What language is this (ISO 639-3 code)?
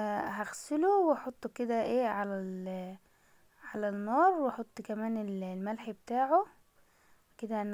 arz